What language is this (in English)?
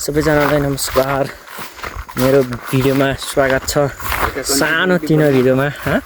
Nepali